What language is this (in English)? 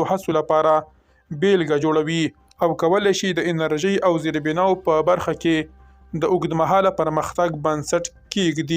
Pashto